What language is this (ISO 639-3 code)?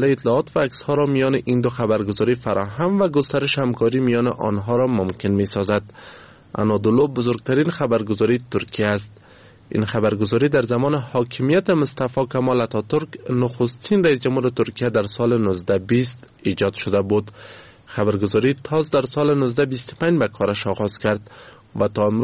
fas